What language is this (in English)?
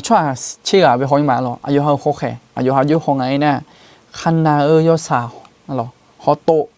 Akha